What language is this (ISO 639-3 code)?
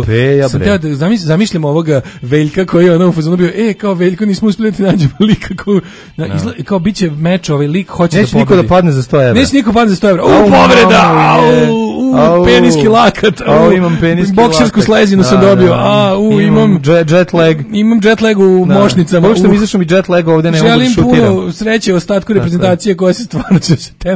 srp